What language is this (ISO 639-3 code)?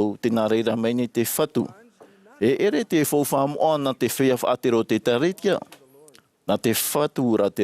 tah